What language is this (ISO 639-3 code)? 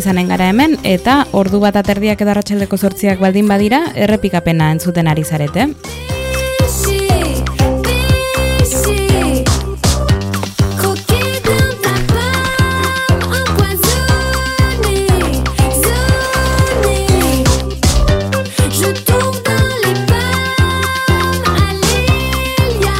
eus